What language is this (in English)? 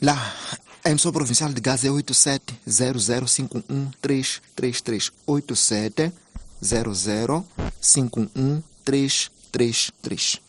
Tsonga